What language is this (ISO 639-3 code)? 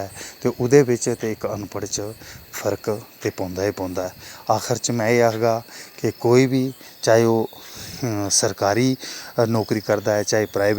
doi